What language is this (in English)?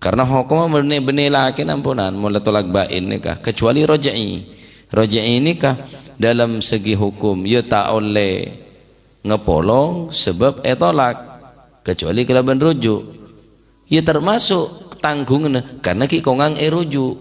Madurese